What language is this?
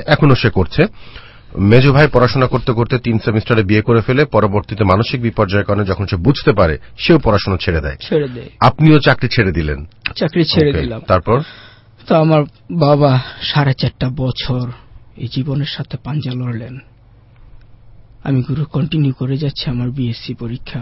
Bangla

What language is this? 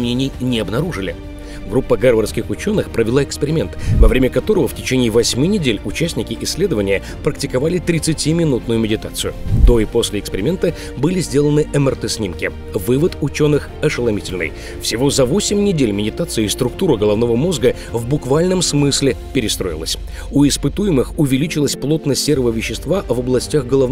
Russian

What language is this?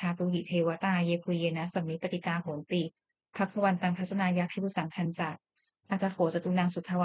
Pali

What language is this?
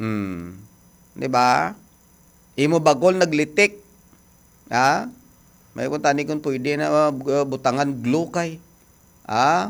Hiligaynon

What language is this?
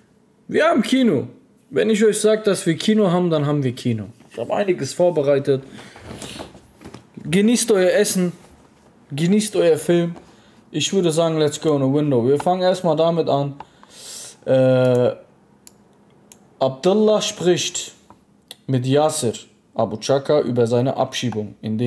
German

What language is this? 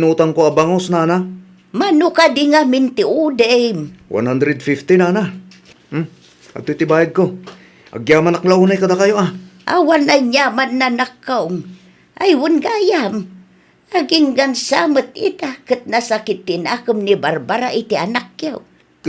Iloko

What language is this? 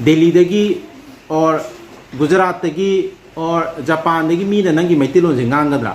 Manipuri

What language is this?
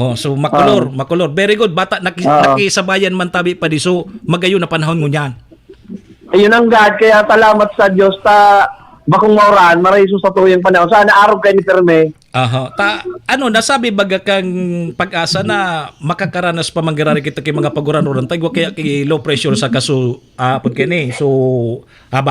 Bikol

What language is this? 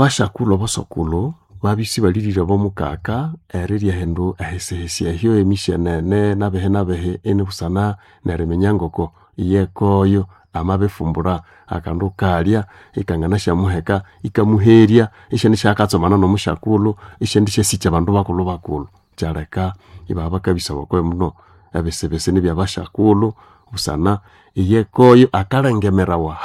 Nande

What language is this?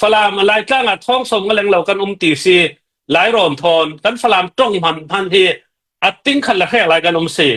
Falam Chin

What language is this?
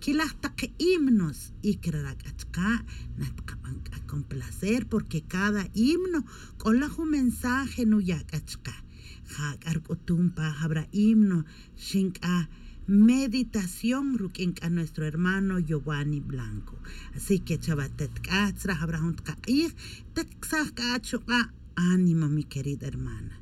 Tz'utujil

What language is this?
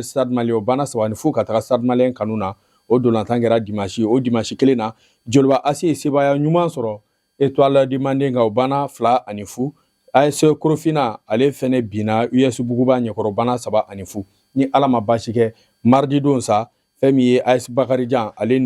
Bambara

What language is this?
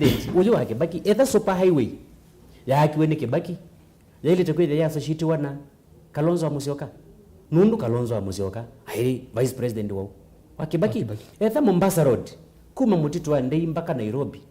Kamba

